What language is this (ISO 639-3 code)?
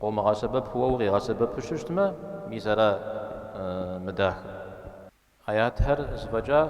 kbd